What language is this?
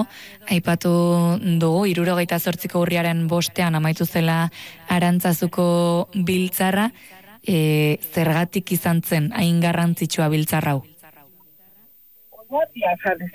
Basque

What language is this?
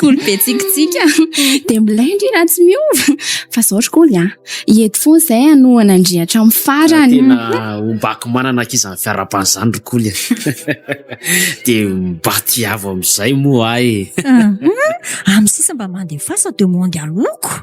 Malagasy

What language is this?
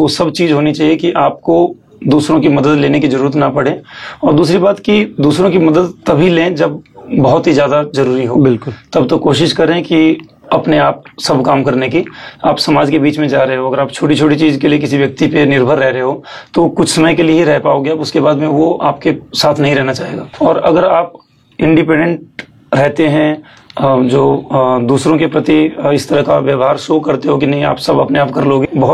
Hindi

